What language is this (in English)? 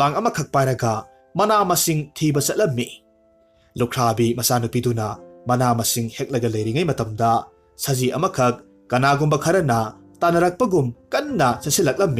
Manipuri